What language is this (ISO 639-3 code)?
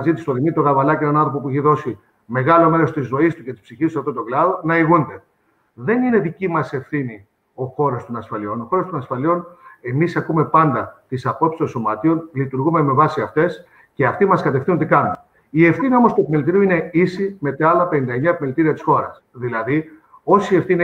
ell